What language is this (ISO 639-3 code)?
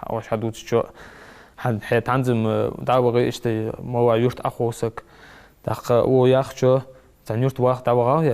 inh